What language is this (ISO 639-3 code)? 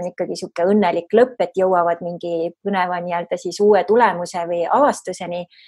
est